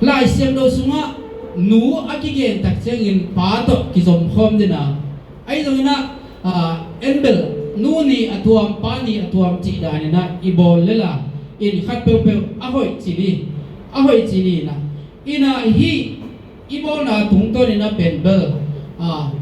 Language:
Tedim Chin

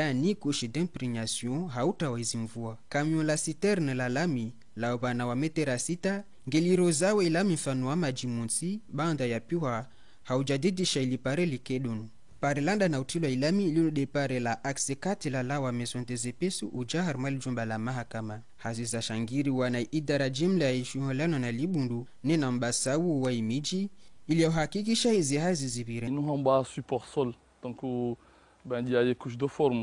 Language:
Ngazidja Comorian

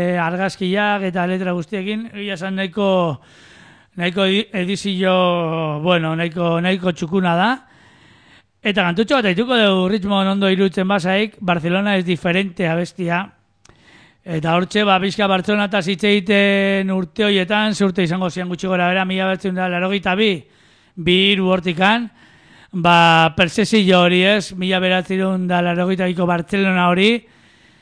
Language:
Basque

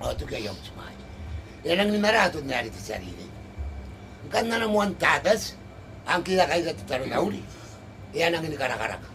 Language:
Gilbertese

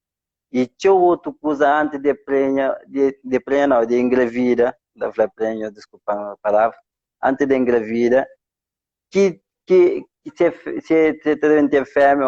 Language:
Kabuverdianu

